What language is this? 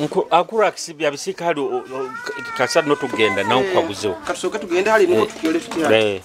Nyoro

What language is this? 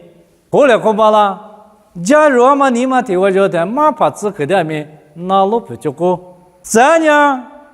Lisu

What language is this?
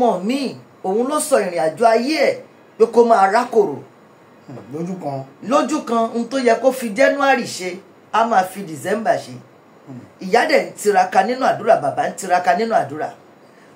Yoruba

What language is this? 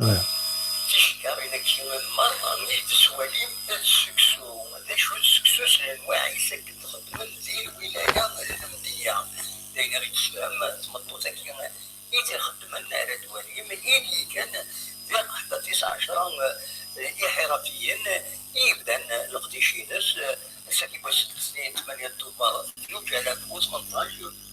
Kabyle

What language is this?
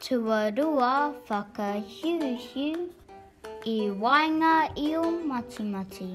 Māori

